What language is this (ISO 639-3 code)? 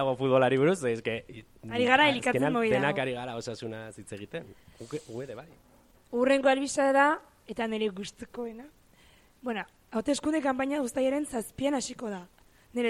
eus